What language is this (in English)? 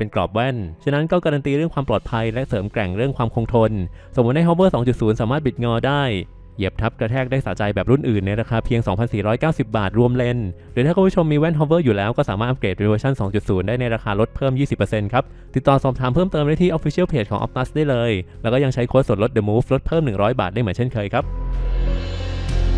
Thai